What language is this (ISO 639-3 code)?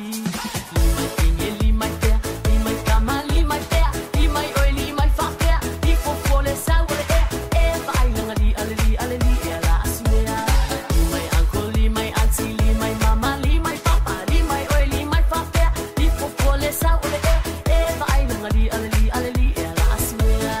ton